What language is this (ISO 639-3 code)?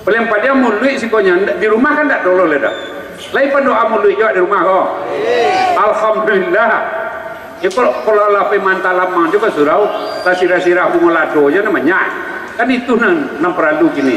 min